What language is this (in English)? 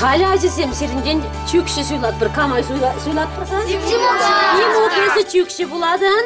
Chuvash